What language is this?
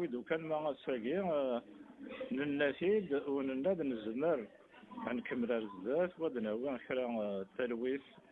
Kabyle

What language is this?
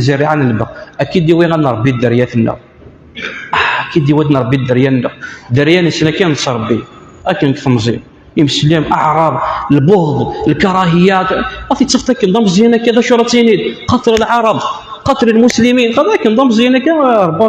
Kabyle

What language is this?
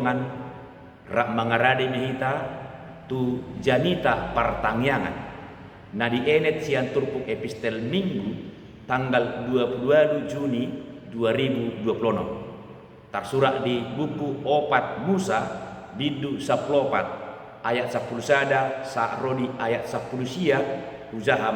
Batak Toba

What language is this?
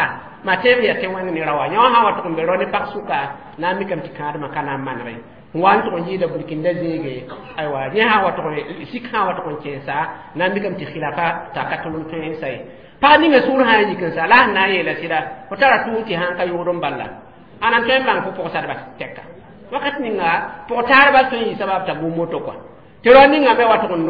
Mossi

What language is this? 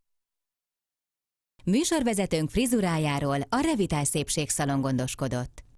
Hungarian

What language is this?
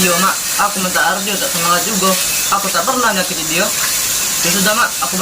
Musi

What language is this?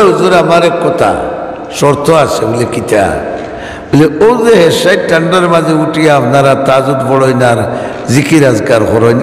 Sylheti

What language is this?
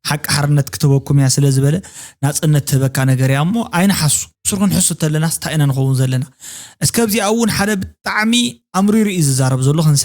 Tigrinya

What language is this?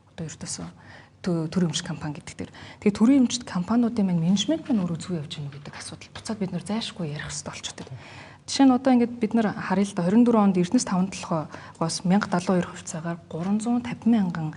Mongolian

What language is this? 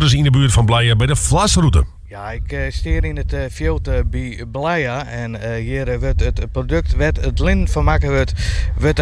Western Frisian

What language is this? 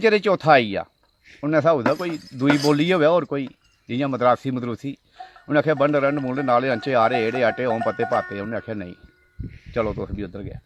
Dogri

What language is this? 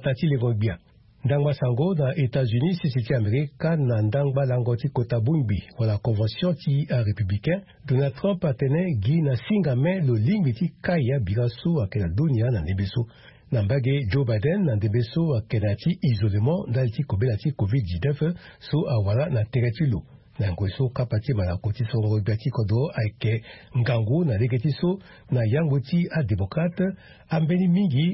Sango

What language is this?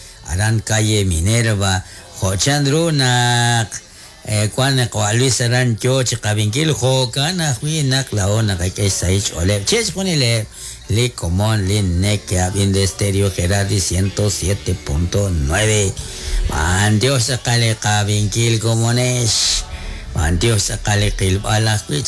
Kekchí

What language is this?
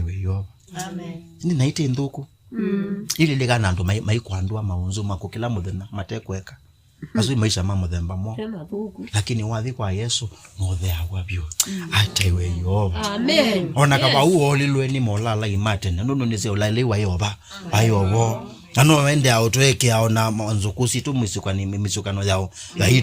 Kamba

